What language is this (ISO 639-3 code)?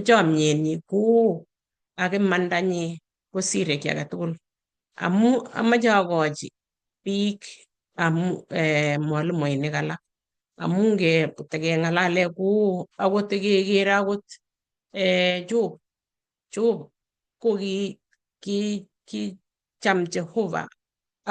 kln